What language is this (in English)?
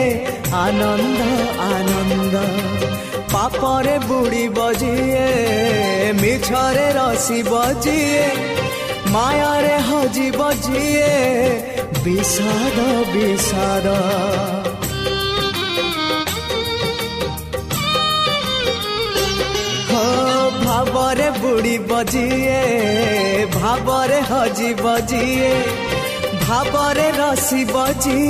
Odia